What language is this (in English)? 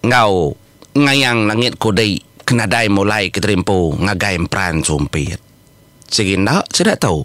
Iban